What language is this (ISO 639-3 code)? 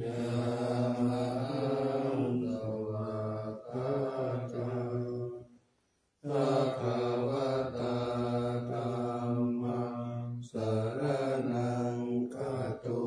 pli